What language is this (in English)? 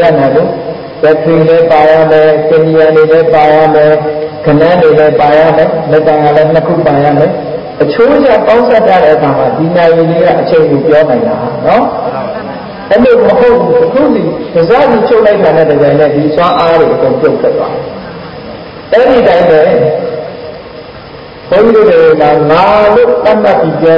Burmese